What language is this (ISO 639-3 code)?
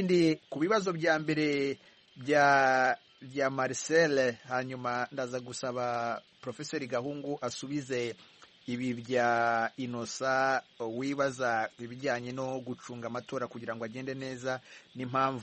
kin